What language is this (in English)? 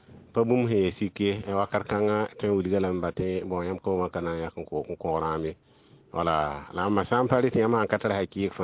Mossi